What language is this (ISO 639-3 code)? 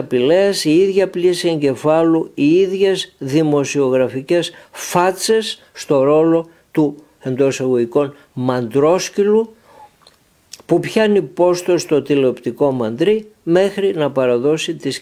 ell